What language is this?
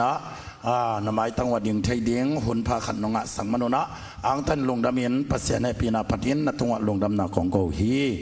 Tedim Chin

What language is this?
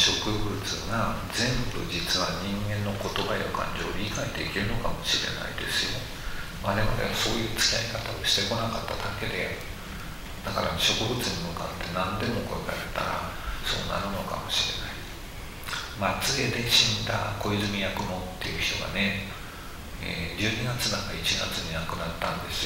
Japanese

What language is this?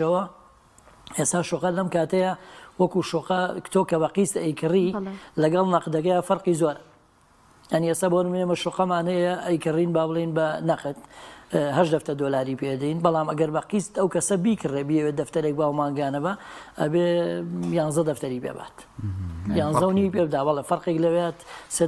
Central Kurdish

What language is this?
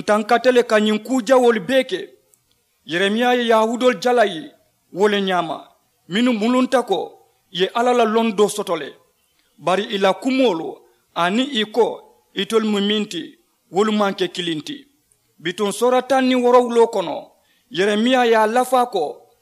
Mandingo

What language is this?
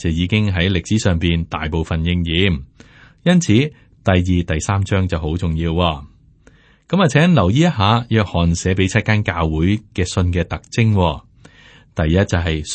Cantonese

